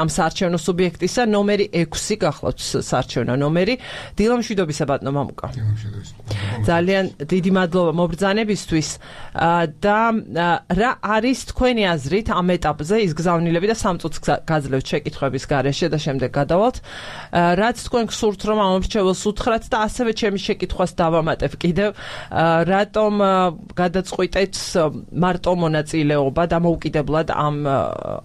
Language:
Georgian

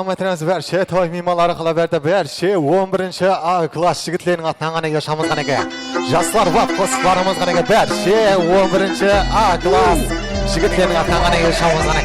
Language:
Kara-Kalpak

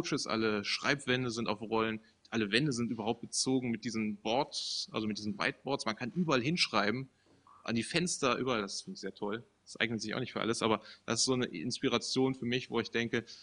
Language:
German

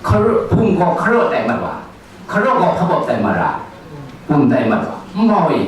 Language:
Kachin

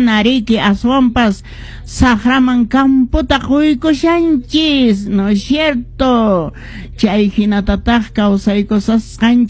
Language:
Quechua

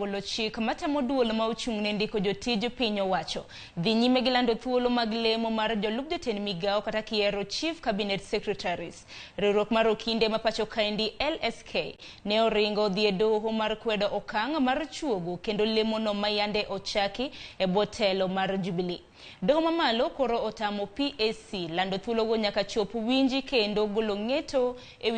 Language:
Luo (Kenya and Tanzania)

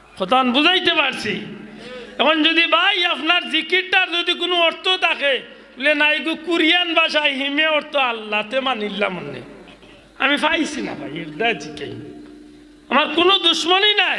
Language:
Sylheti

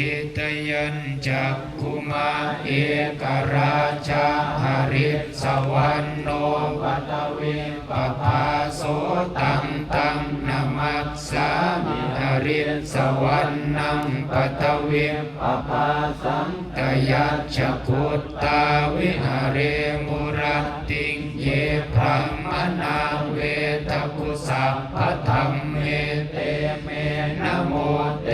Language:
Pali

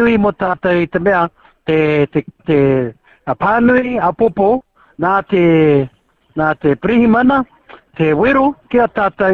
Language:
Māori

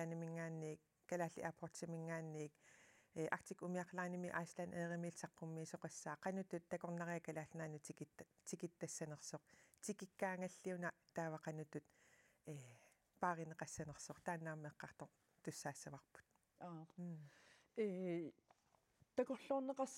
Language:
Kalaallisut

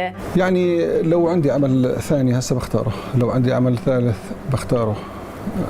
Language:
Egyptian Arabic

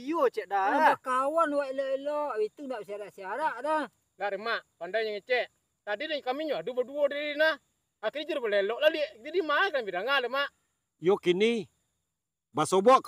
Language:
Minangkabau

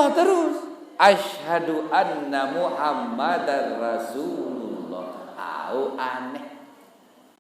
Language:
Sasak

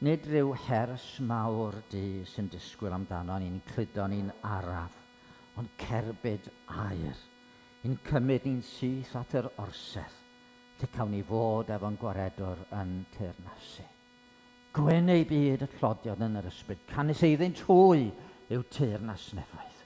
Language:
Welsh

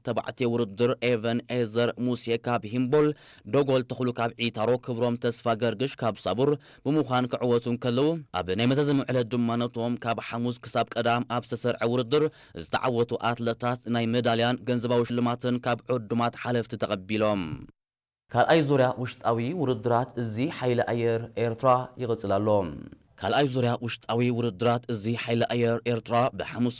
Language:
Tigrinya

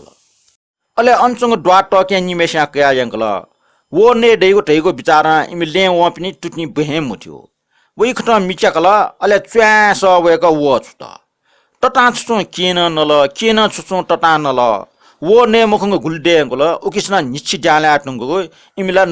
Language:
Newari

